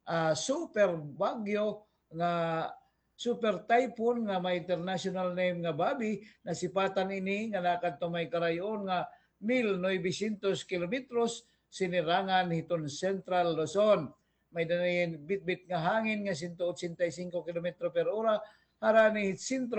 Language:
Waray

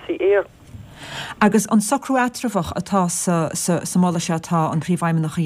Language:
Irish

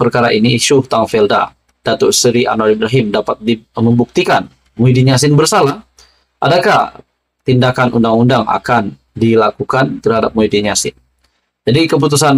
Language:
Malay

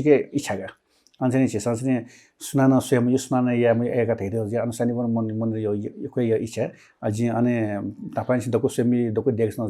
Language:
Newari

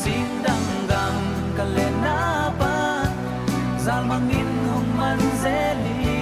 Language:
Tedim Chin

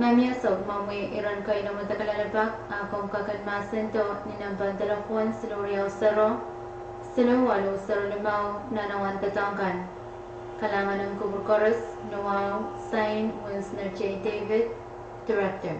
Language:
Pohnpeian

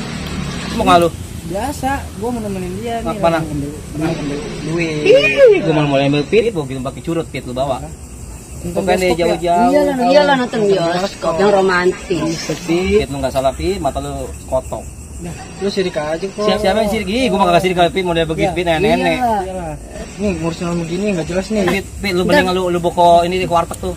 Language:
Betawi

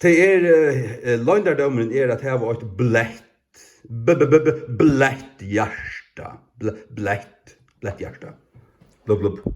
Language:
Faroese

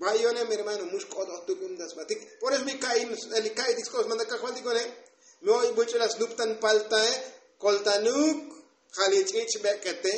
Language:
Tzotzil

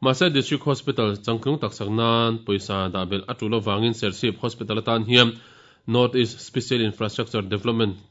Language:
Mizo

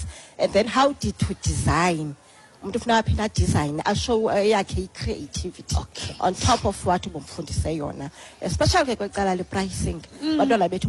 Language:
Xhosa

